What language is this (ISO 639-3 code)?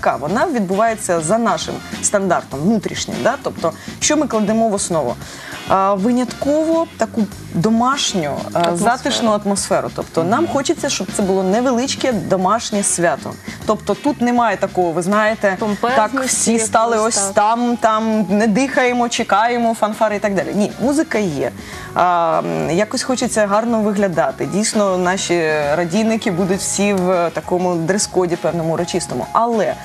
ukr